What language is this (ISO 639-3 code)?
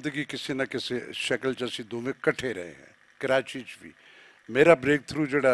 lah